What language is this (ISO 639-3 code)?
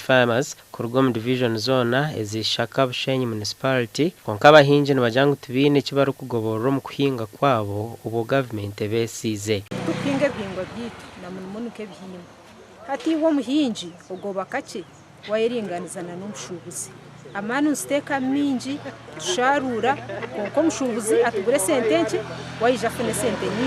nyn